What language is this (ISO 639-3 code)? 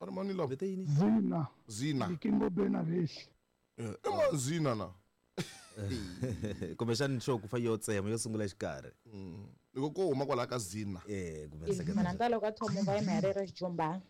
tso